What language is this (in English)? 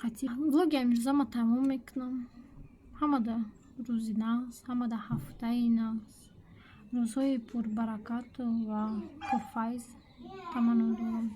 Tajik